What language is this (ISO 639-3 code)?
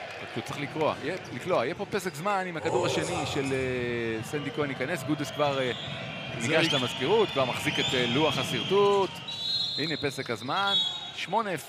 heb